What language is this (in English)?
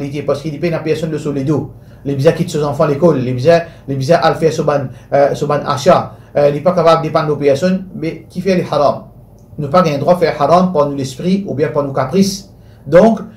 Morisyen